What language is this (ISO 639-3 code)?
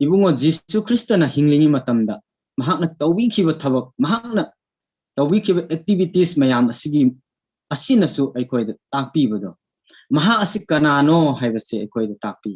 mni